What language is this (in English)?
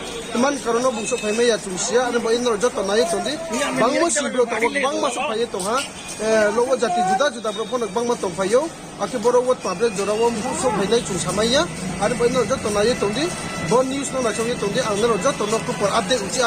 Riang (India)